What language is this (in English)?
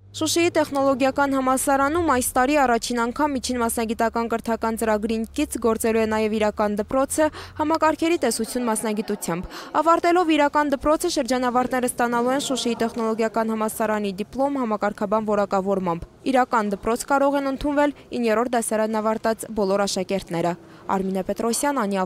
Armenian